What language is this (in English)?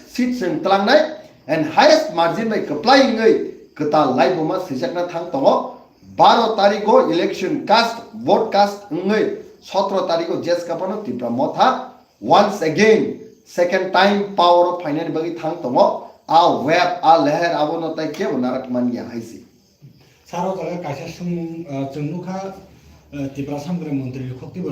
Kok Borok